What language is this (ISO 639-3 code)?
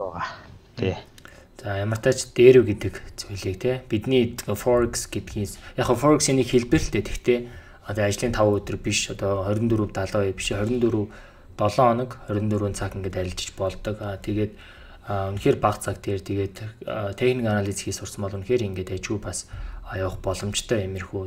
mon